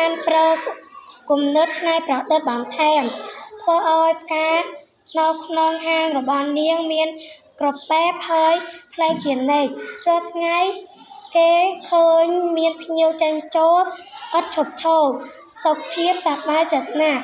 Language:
Khmer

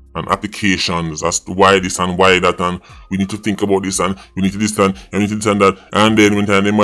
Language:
Jamaican Creole English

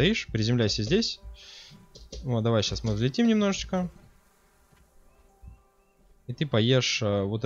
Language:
Russian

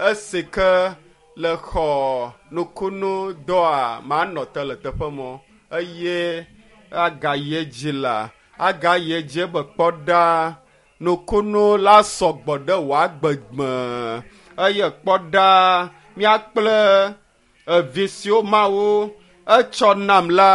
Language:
Ewe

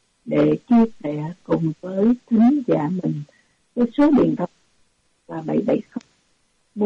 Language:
Vietnamese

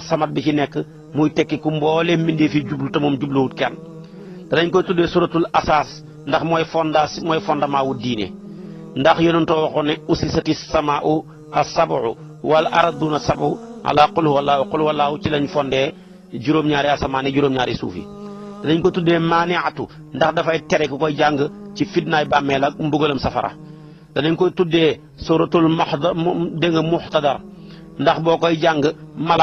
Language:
Wolof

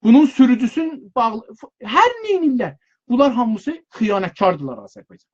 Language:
South Azerbaijani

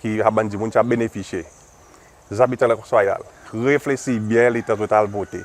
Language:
Seselwa Creole French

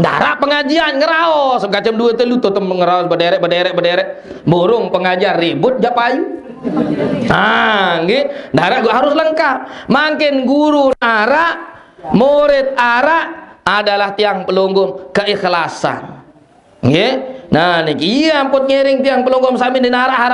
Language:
Sasak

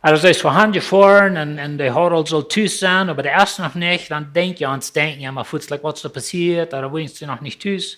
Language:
Plautdietsch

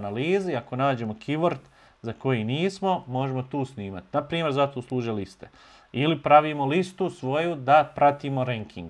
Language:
Bosnian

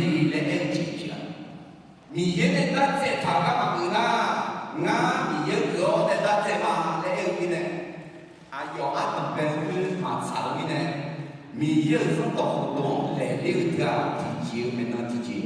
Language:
Akha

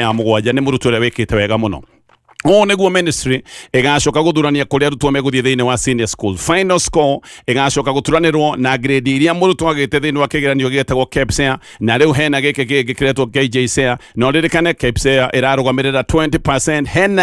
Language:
Kikuyu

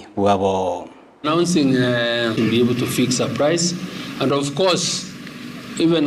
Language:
Gusii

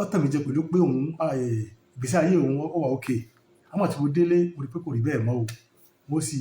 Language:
Yoruba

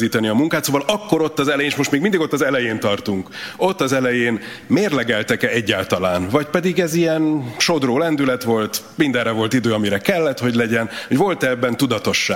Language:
Hungarian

